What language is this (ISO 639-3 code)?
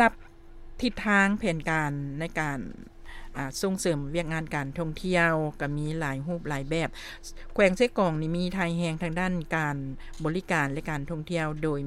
lao